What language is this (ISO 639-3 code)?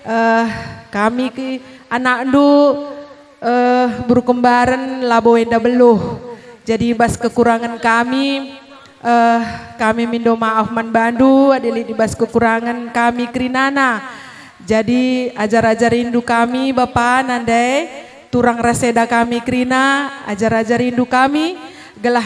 btx